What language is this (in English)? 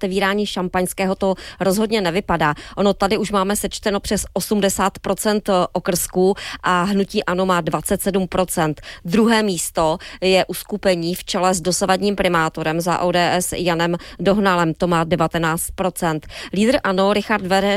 Czech